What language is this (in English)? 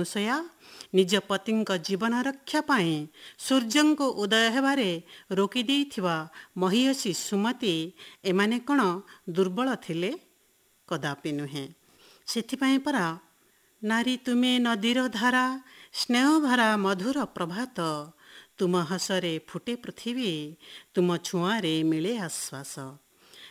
Odia